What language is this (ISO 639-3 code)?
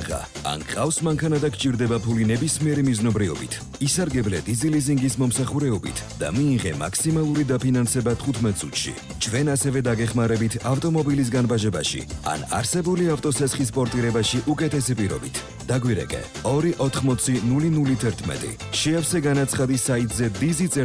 kat